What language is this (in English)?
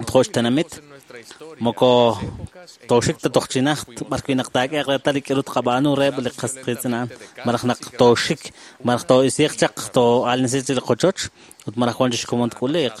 Kekchí